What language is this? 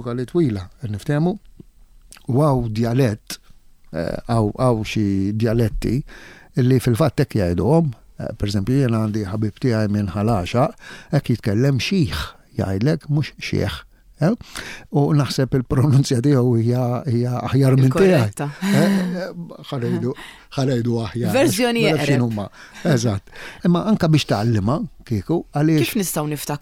Maltese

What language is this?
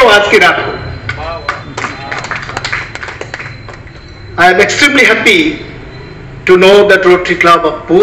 Odia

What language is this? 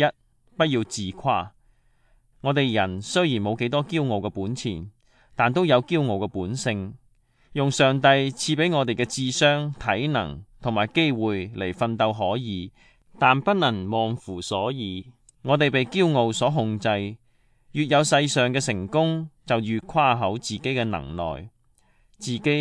Cantonese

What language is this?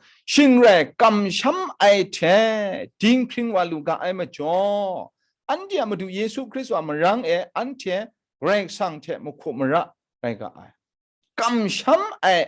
Kachin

